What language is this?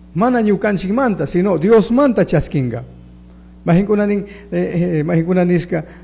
Chimborazo Highland Quichua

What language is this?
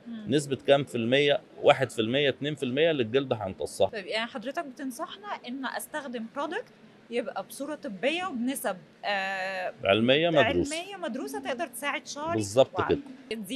Egyptian Arabic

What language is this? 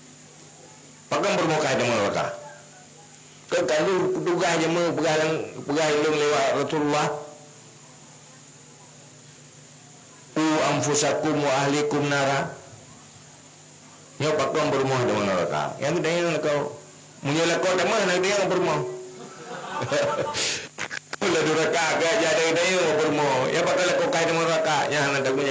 Malay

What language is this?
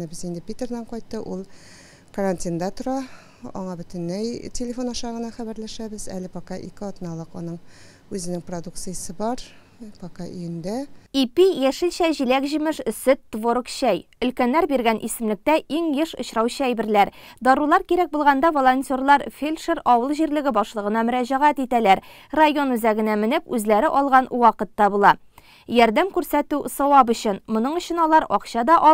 Tatar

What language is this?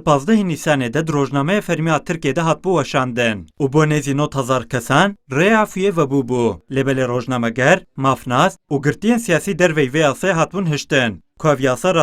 Kurdish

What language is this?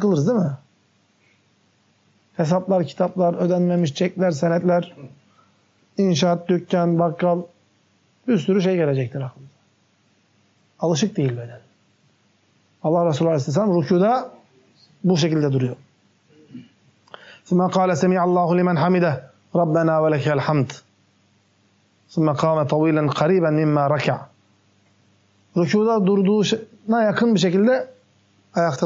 Turkish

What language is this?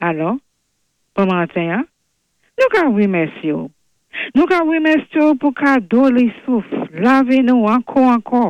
Saint Lucian Creole French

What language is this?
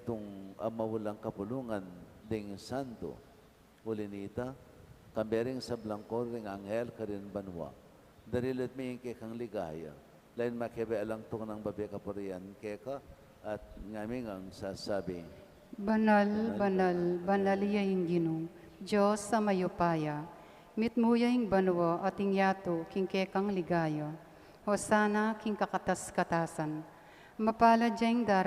Pampanga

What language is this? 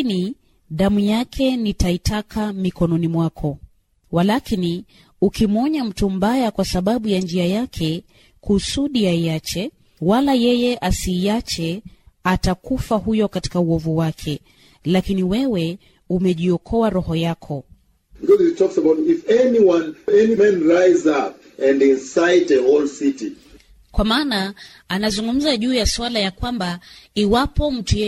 Swahili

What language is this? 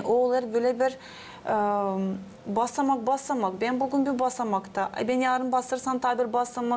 Gagauz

